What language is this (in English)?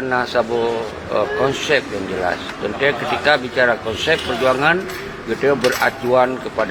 Achinese